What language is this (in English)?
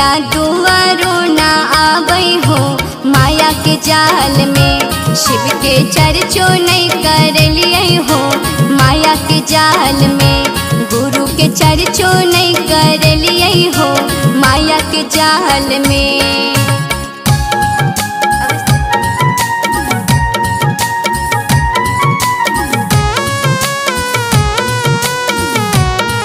Bhojpuri